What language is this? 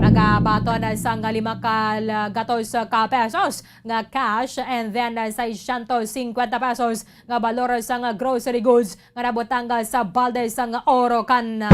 Hiligaynon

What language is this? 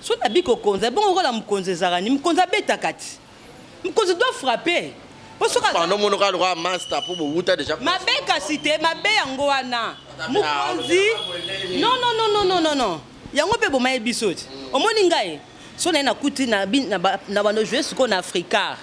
Lingala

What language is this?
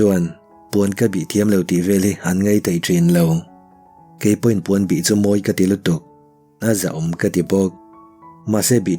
Mizo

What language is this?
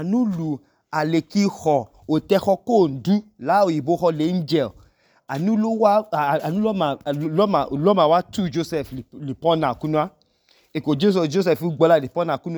Idoma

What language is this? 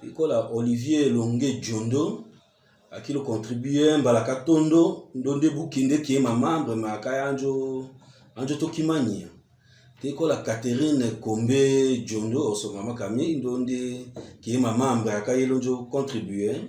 Tetela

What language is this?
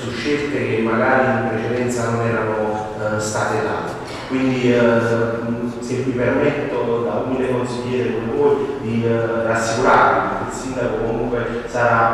Italian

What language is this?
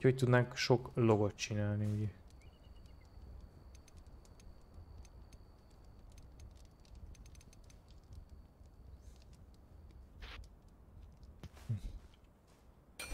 Hungarian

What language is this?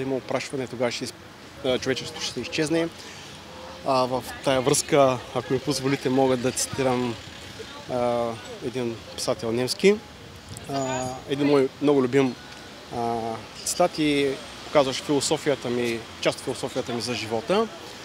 Bulgarian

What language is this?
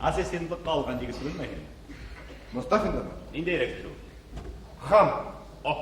Bashkir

